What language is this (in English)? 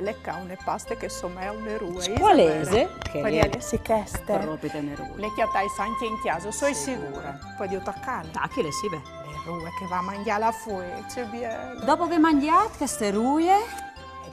Friulian